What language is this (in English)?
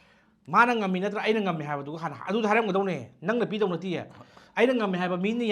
Manipuri